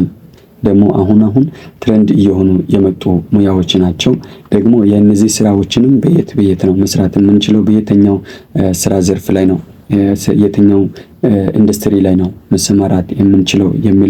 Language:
Amharic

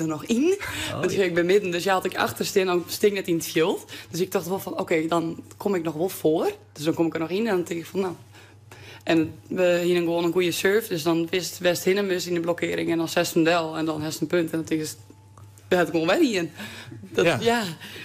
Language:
Western Frisian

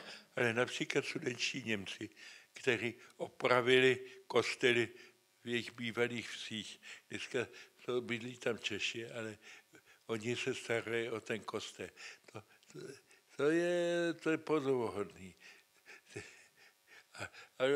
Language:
Czech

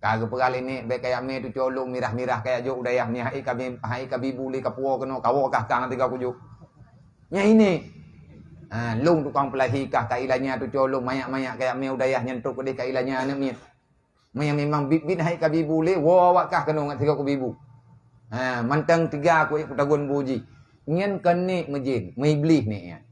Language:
Achinese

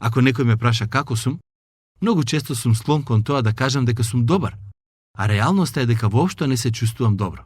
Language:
Macedonian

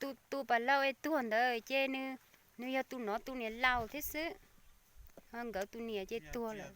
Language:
Hmong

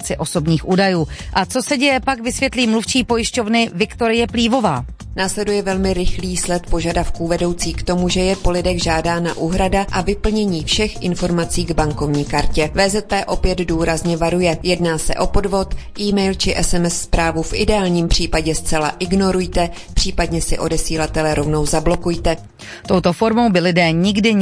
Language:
Czech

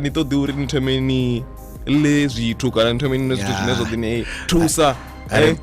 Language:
Venda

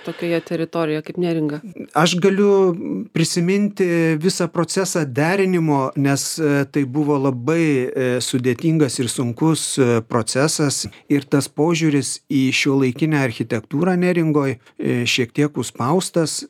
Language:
Lithuanian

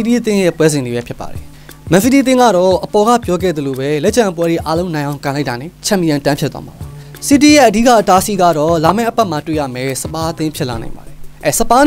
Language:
Burmese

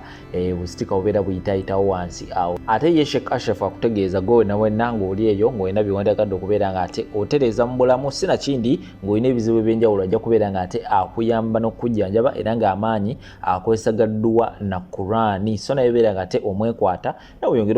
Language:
Ganda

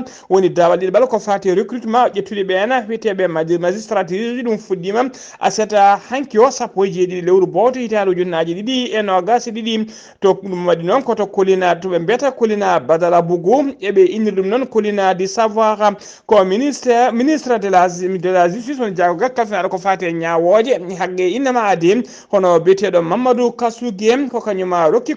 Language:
Fula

